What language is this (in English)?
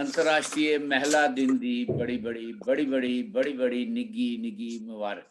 Dogri